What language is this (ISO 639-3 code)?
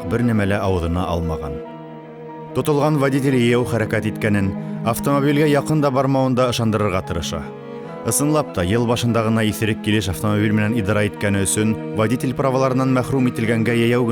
bak